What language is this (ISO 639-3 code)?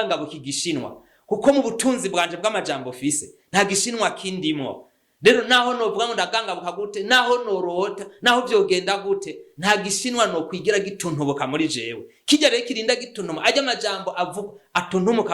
run